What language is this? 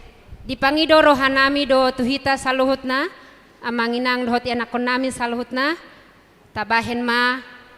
Batak Toba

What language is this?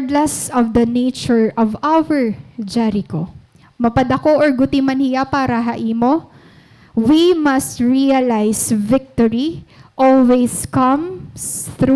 Waray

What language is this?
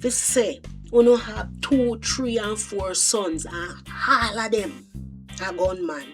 Jamaican Creole English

